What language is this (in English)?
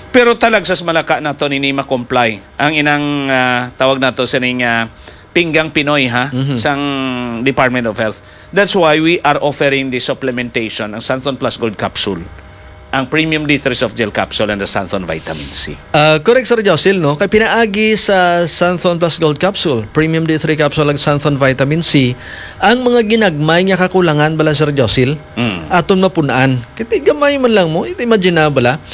Hiligaynon